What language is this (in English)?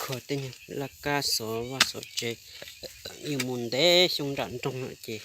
Hmong